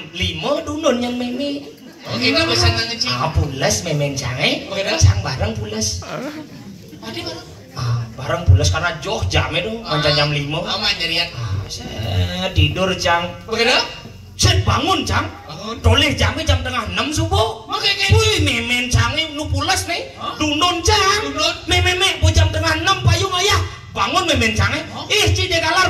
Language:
Balinese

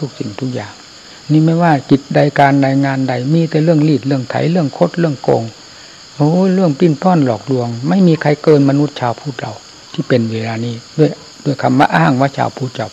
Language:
Thai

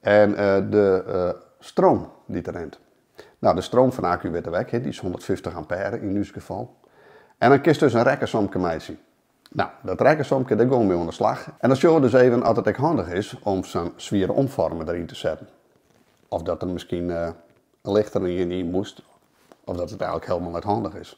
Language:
Western Frisian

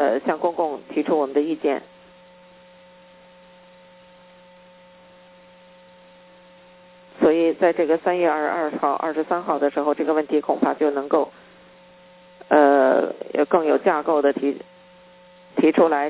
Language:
Chinese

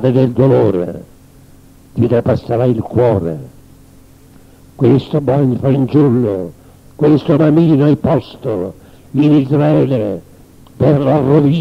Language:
Italian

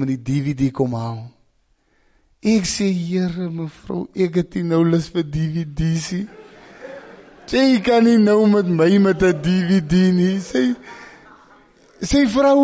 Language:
Afrikaans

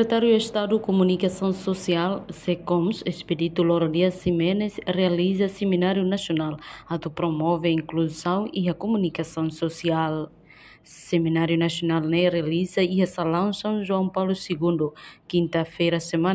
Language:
Tetum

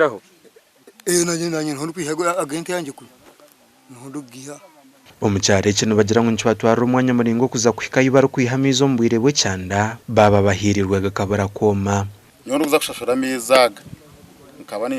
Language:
Nyankole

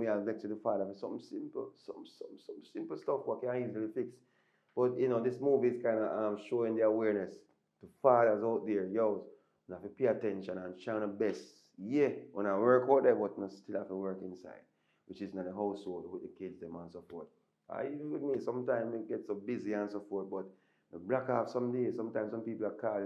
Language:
Jamaican Creole English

